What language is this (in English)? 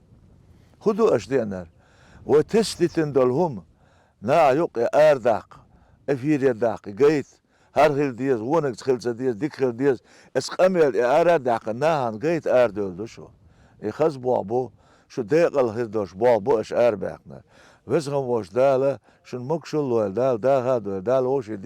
Chechen